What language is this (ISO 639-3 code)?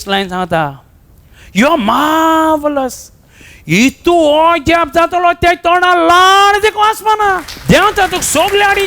kok